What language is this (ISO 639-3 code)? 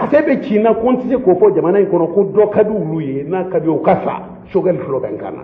bam